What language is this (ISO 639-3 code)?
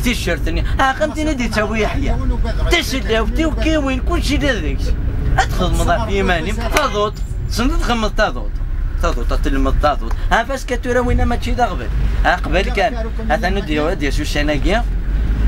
kab